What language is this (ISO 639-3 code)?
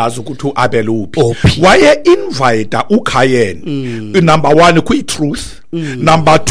xho